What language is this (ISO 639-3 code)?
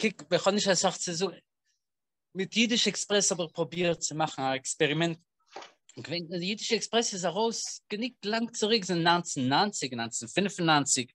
yid